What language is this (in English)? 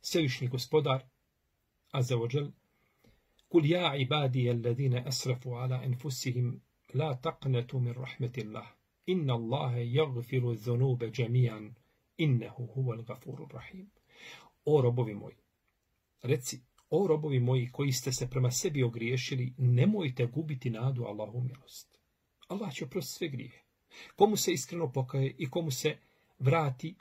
Bosnian